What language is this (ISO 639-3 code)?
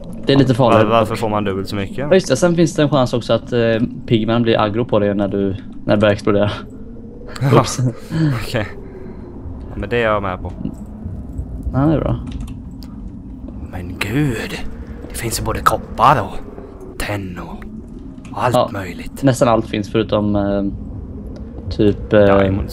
swe